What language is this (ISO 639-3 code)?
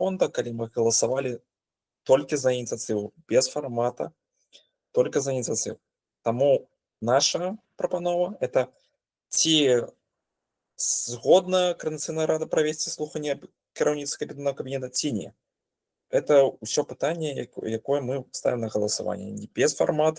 bel